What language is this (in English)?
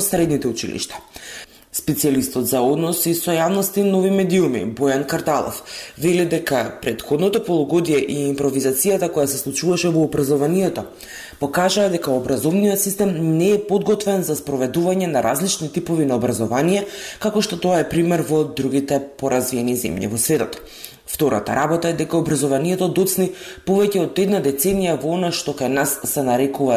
Macedonian